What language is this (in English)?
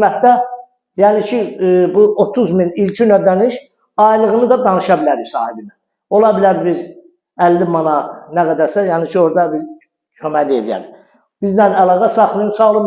Azerbaijani